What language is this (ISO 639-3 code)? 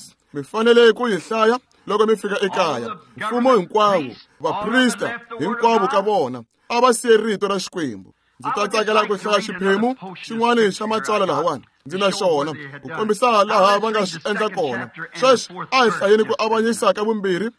tso